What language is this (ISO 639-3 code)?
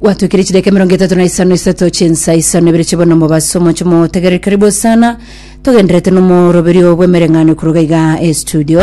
guz